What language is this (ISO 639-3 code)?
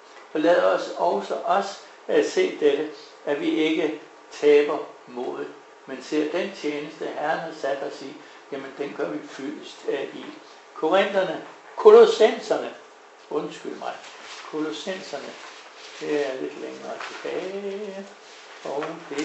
dan